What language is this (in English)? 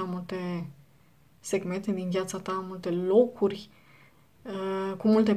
Romanian